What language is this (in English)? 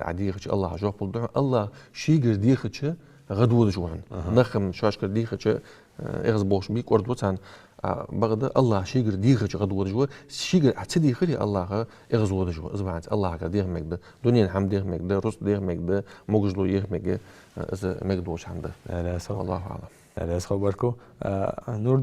Ingush